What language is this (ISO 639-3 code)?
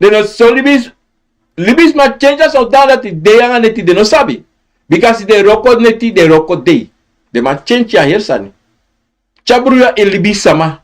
srn